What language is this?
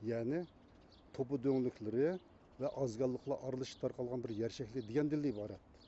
Uyghur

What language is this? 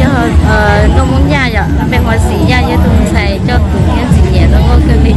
Hmong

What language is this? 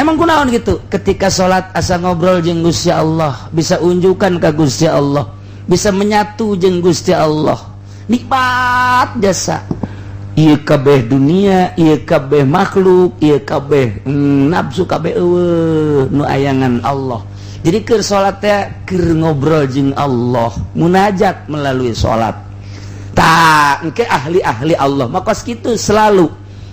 Sundanese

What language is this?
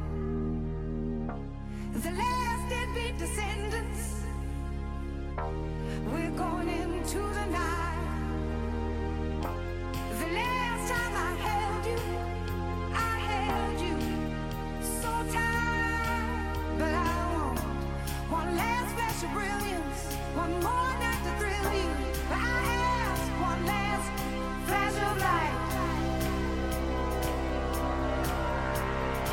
English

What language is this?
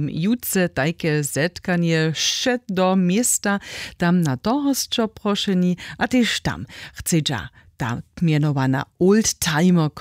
Upper Sorbian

